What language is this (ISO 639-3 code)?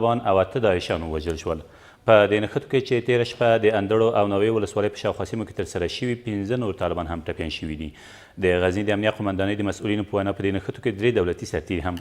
pus